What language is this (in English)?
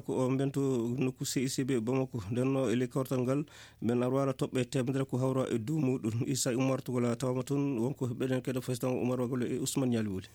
Fula